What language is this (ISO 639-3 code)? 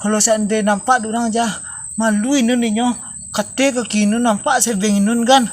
min